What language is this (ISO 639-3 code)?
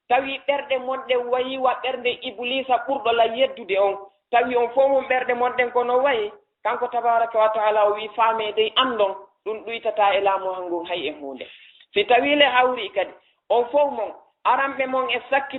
ful